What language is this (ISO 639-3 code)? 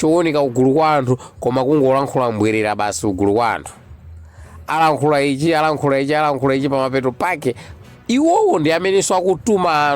nya